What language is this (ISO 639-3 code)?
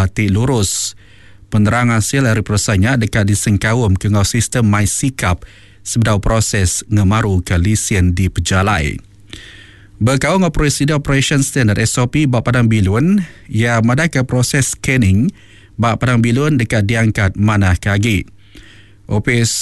iba